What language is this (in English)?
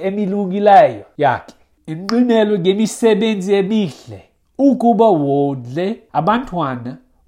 Xhosa